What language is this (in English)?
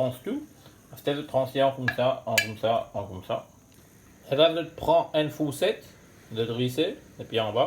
Morisyen